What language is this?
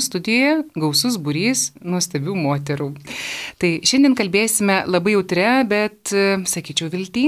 Lithuanian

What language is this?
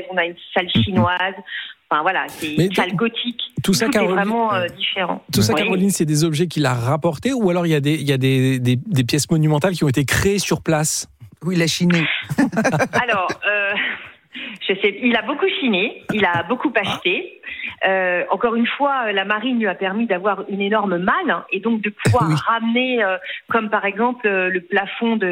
French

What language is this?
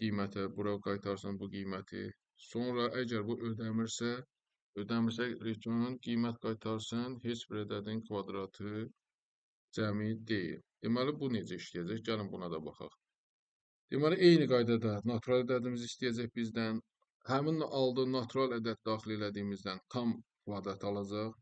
Azerbaijani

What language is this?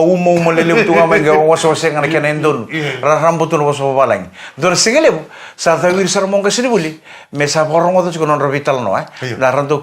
Fijian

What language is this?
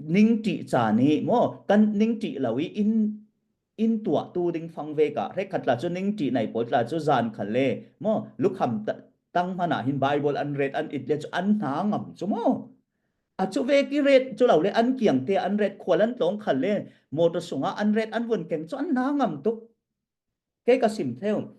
Falam Chin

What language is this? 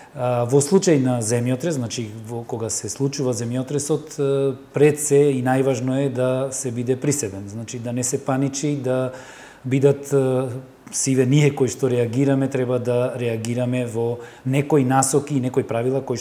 Macedonian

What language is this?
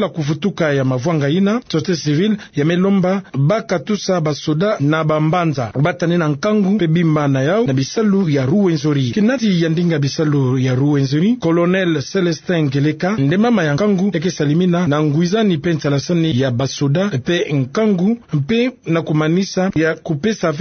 Kituba (Democratic Republic of Congo)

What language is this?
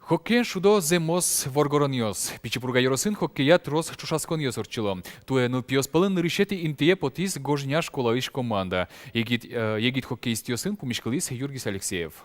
Udmurt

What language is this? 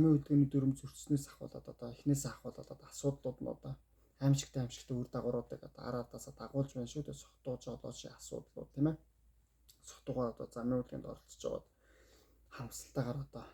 Mongolian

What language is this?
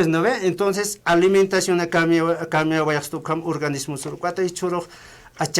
Aymara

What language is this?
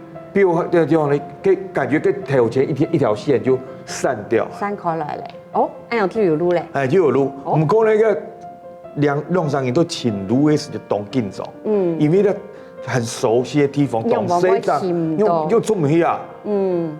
Hakka Chinese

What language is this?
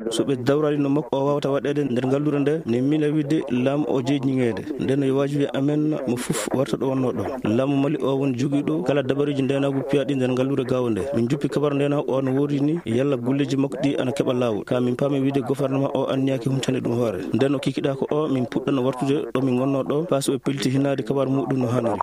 Maasina Fulfulde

